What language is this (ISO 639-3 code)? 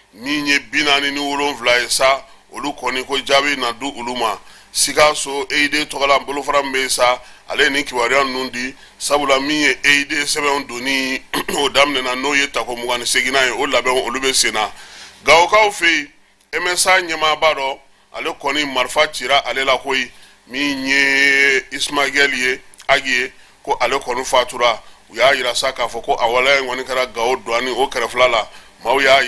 bam